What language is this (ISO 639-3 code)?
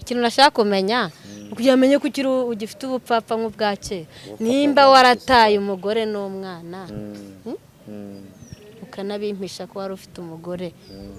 kin